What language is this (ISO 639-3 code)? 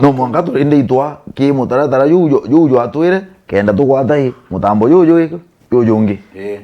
mer